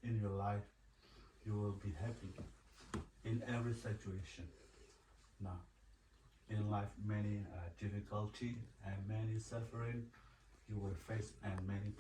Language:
S'gaw Karen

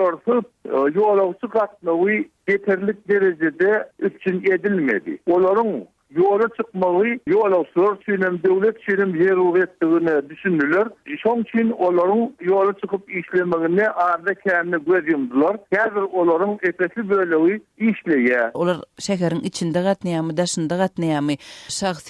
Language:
Turkmen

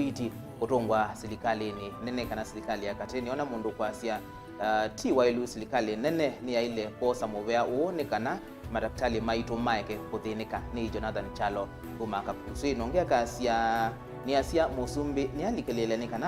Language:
Kamba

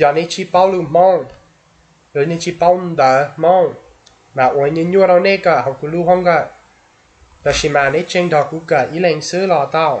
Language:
Hmong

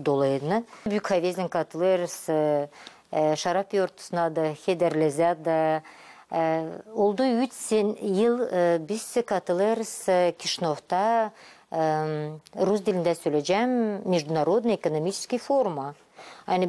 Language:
Gagauz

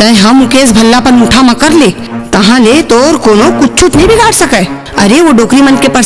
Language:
Chhattisgarhi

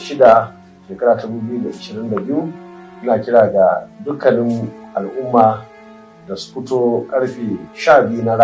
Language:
Hausa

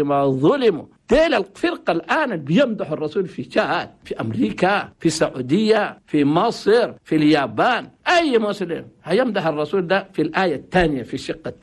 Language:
Chadian Arabic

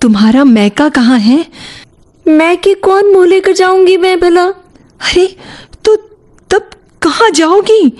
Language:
Chhattisgarhi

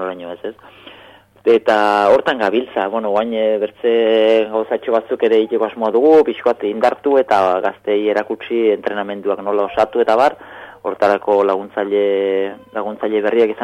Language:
Basque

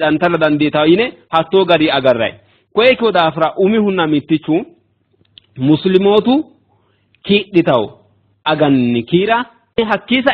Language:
Sidamo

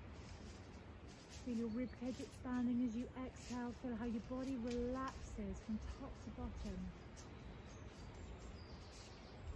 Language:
English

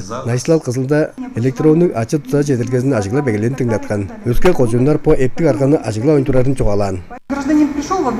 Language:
Tuvinian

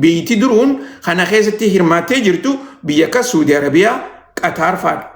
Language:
Oromo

